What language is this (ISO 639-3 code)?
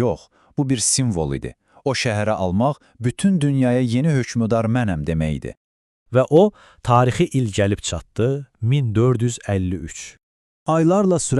aze